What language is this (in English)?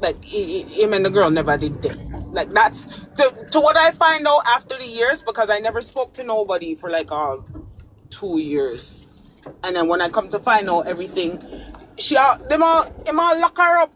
Jamaican Creole English